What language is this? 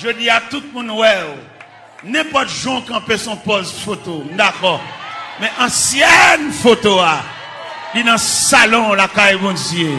Haitian Creole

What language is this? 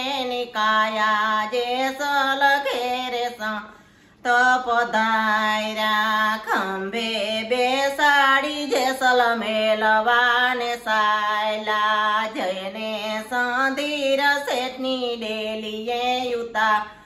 Gujarati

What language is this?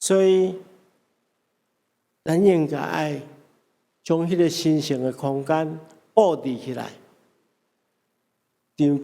Min Nan Chinese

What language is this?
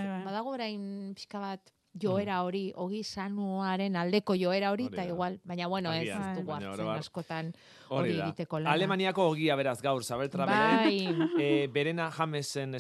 Basque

